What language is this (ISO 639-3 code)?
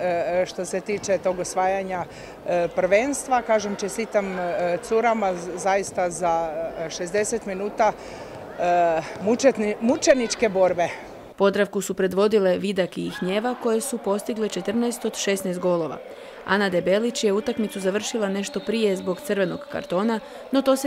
hrv